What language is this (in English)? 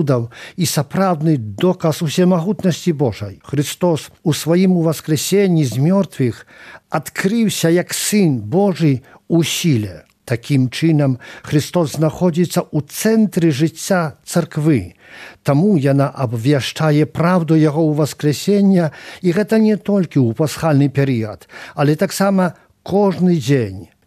Belarusian